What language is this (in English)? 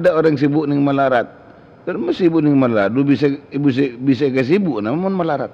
Madurese